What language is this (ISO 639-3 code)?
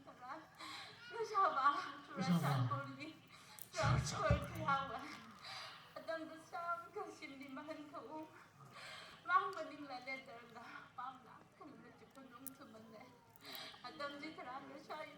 nmf